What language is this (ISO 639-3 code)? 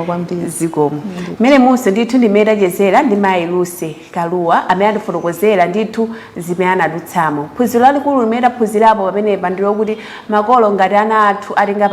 nya